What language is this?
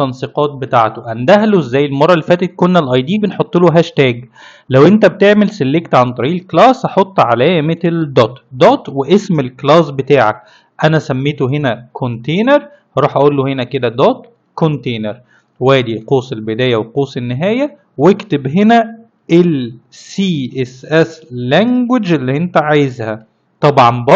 Egyptian Arabic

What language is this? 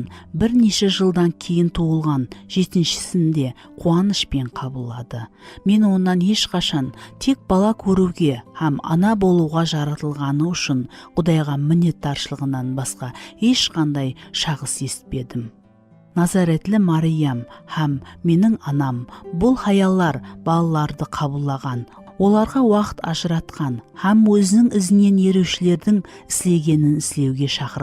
Kara-Kalpak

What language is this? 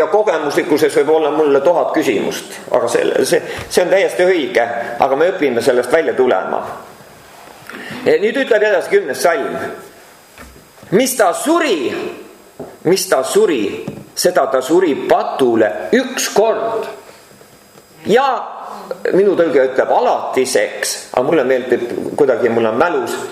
Estonian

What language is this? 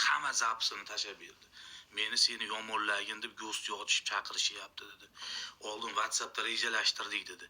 Uzbek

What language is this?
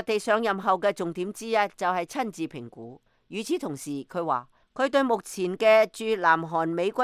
Cantonese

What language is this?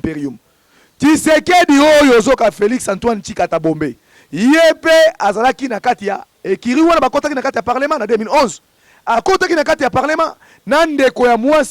Lingala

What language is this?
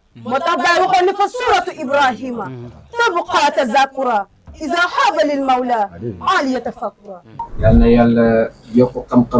Wolof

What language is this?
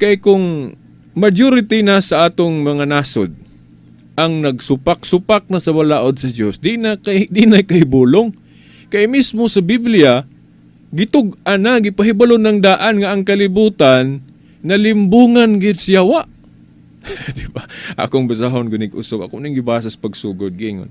Cebuano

